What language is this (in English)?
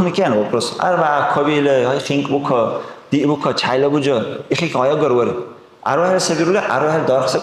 Dargwa